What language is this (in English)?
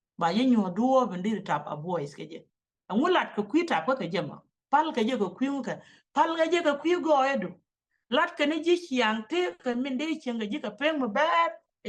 Nuer